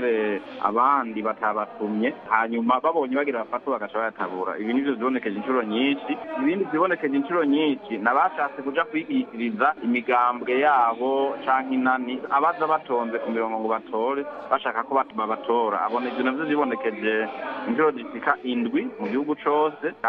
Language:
Rundi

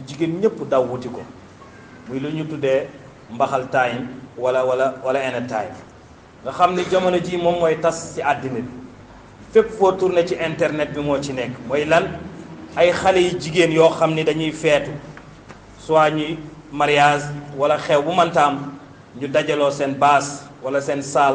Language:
Wolof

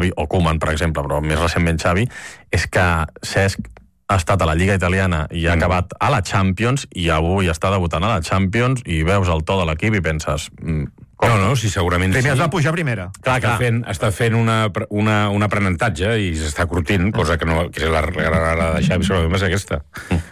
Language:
Catalan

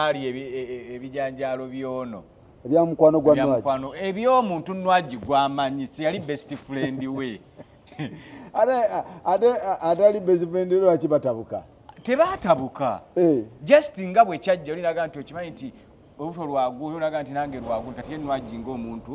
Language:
Ganda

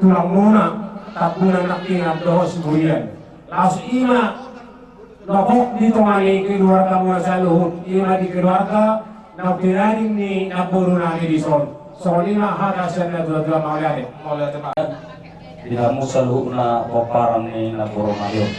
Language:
Batak Toba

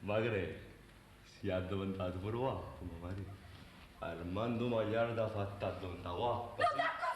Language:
Neapolitan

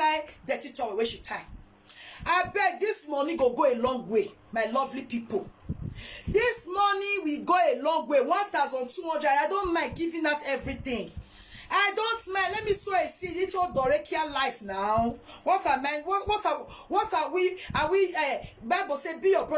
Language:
Nigerian Pidgin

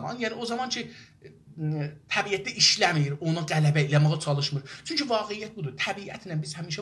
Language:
South Azerbaijani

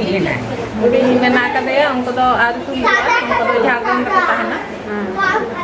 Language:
Santali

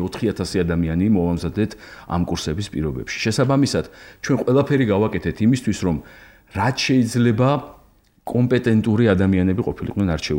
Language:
Georgian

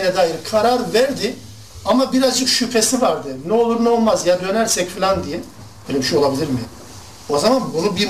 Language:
Turkish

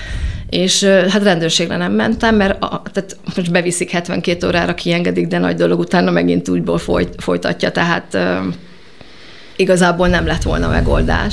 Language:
Hungarian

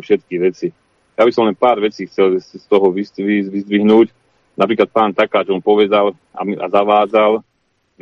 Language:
Slovak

